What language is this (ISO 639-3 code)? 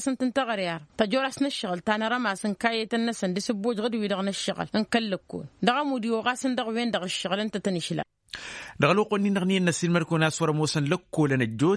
taq